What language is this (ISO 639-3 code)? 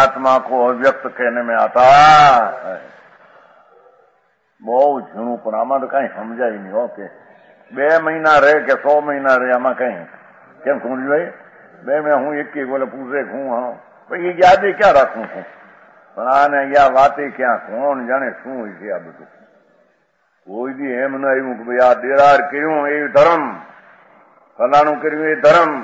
hin